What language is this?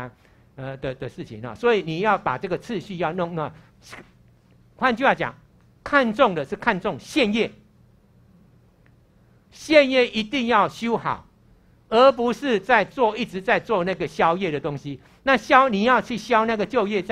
Chinese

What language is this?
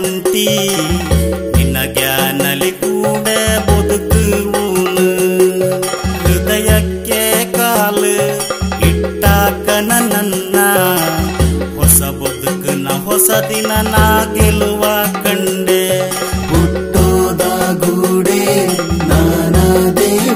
Kannada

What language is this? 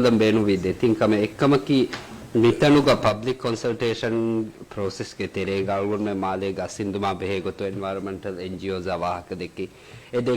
Divehi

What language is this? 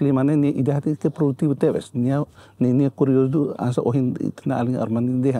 Tetum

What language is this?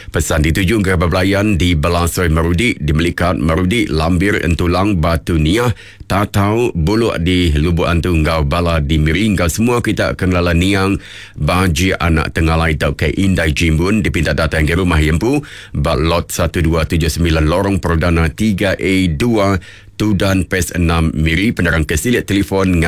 Iban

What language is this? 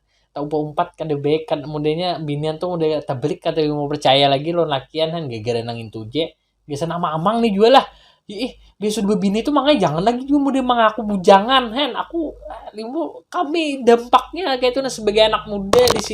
Banjar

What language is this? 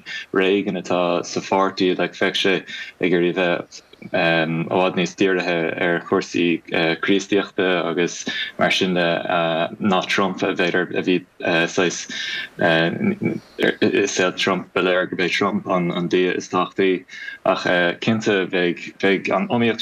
Irish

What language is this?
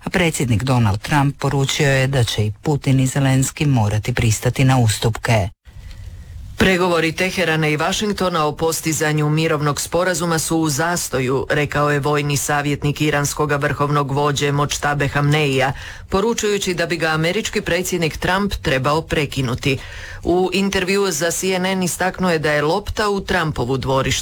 Croatian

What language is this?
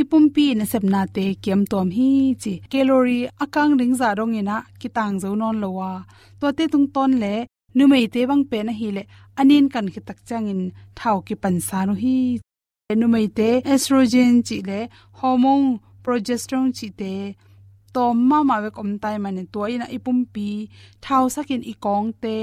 Tedim Chin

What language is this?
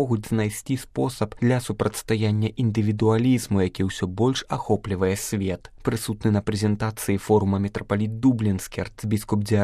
Belarusian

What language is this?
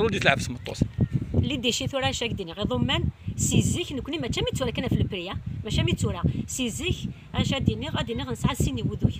Kabyle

